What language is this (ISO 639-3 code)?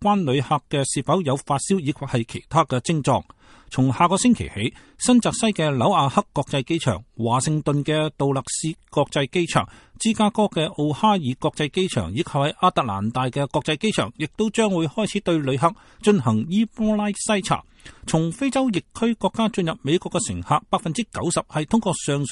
yue